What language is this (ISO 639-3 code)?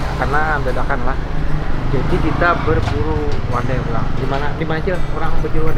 bjn